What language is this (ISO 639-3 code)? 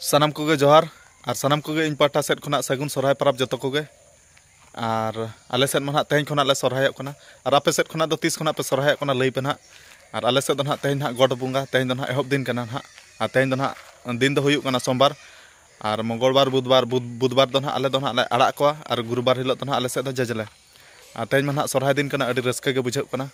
sat